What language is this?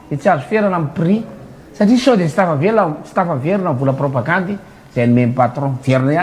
Malagasy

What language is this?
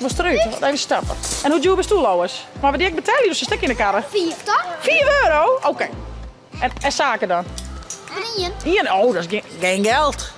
Western Frisian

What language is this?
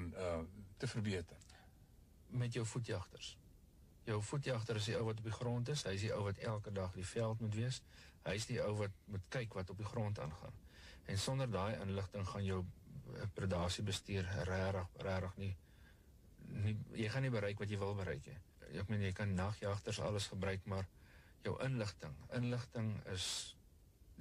Afrikaans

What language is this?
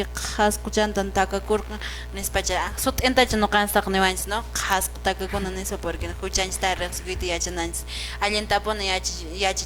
Quechua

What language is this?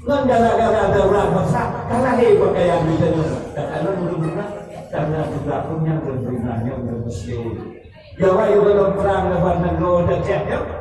Achinese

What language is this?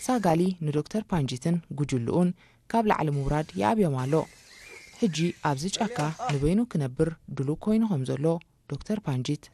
Tigrinya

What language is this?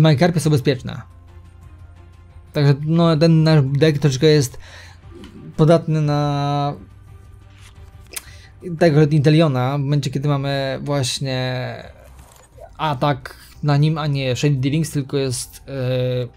Polish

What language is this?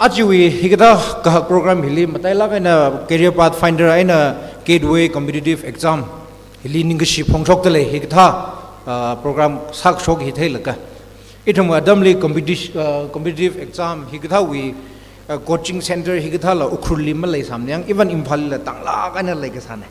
Tangkhul Naga (India)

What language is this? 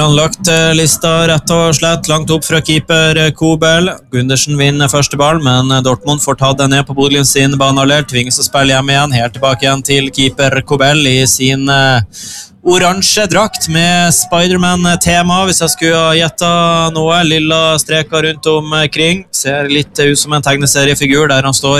Norwegian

